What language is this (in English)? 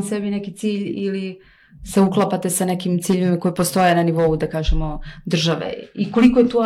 Serbian